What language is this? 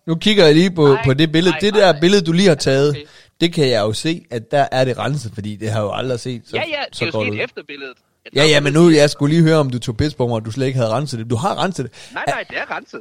Danish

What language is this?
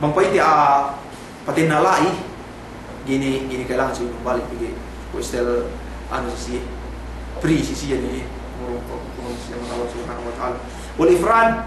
Yakan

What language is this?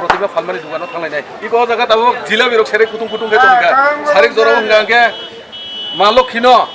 Kok Borok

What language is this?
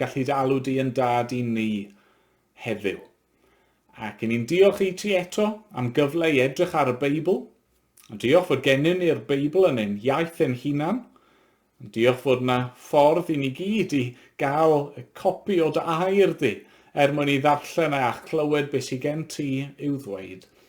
Welsh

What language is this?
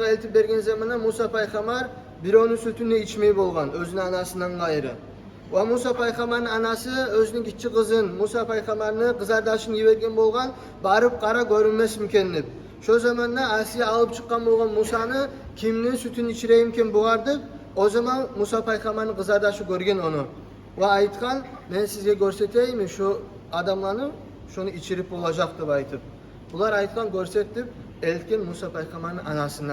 Kumyk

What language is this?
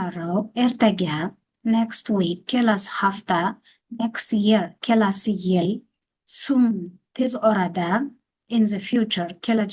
Uzbek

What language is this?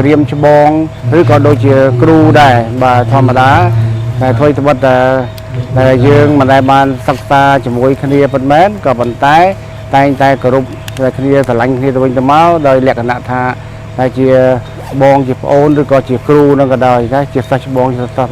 Khmer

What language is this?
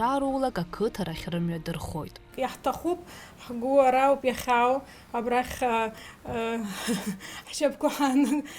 Abkhazian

